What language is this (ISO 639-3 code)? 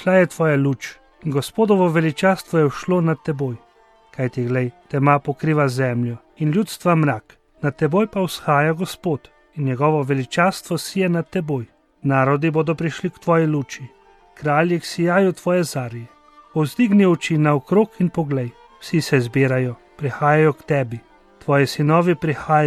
slv